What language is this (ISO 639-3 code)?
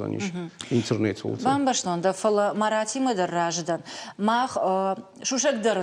oss